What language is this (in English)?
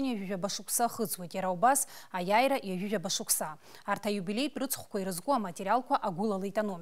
Abkhazian